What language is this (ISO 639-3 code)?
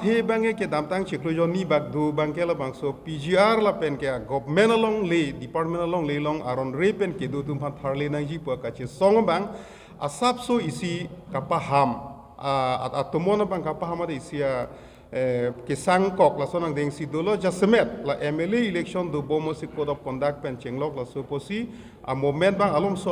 mjw